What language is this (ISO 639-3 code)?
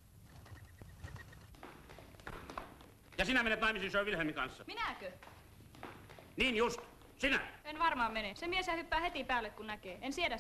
fin